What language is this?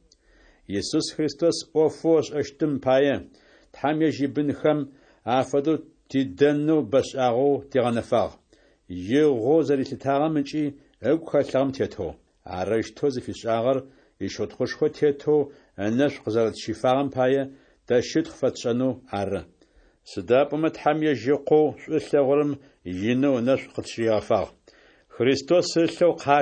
Adyghe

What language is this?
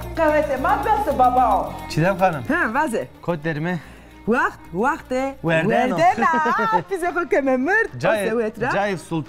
Zaza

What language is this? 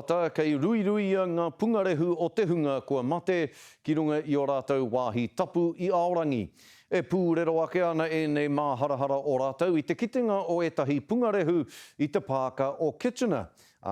Māori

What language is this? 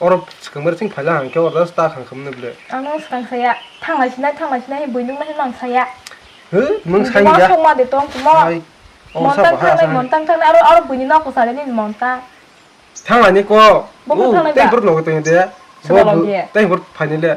Kok Borok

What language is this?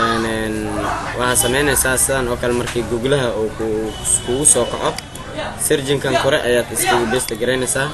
Somali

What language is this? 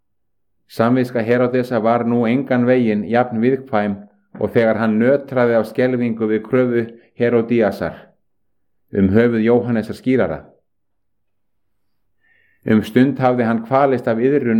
Icelandic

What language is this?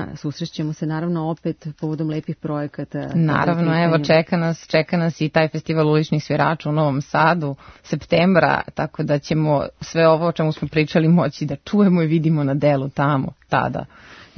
Serbian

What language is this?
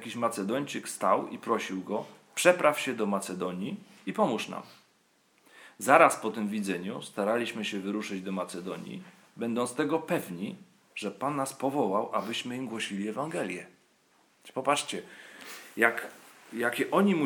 Polish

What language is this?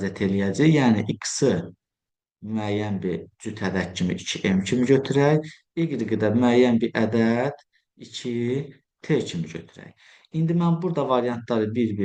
Azerbaijani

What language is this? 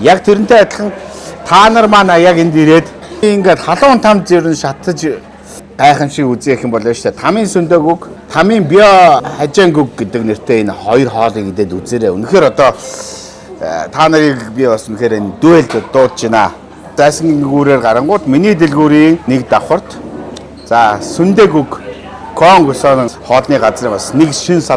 Mongolian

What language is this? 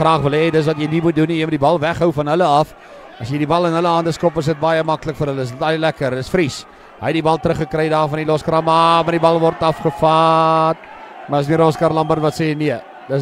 Afrikaans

